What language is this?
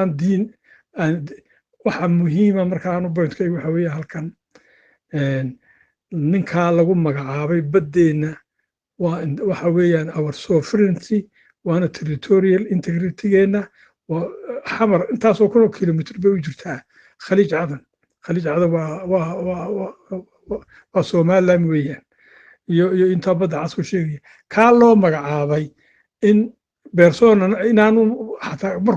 Somali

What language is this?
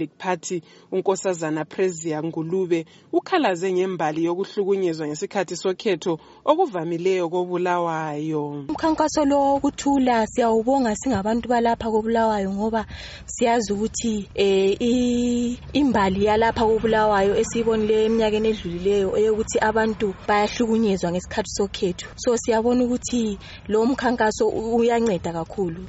North Ndebele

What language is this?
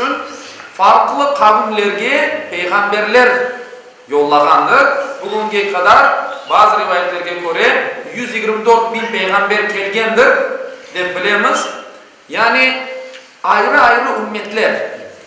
Crimean Tatar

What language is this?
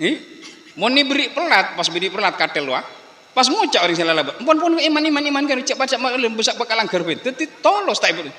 Madurese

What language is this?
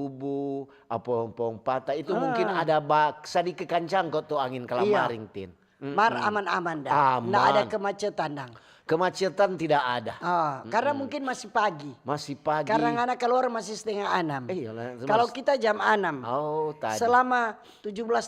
Manado Malay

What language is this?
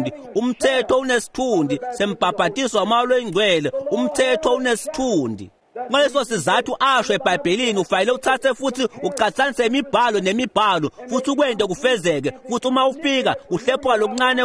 Swati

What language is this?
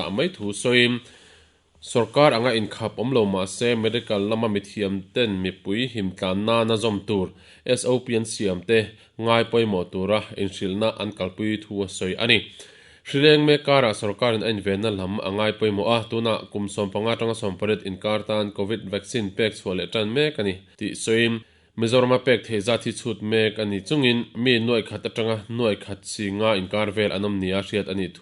Mizo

